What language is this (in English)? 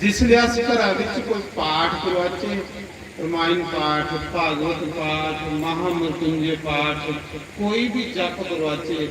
Dogri